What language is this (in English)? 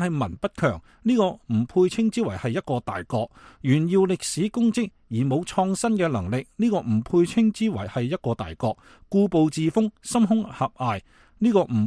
Cantonese